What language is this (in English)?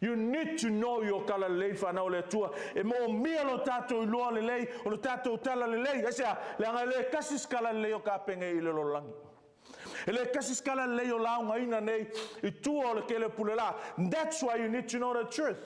Samoan